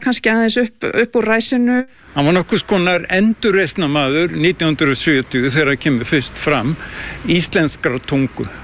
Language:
Icelandic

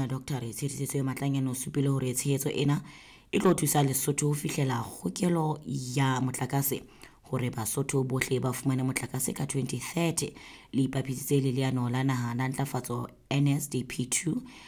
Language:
Southern Sotho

